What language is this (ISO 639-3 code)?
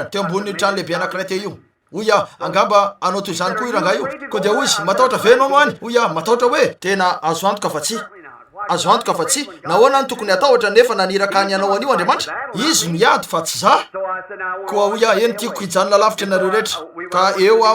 mlg